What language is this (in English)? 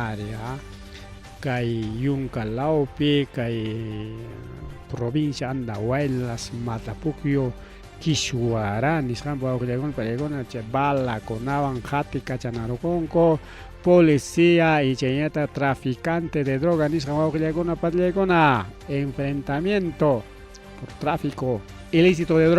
Ayacucho Quechua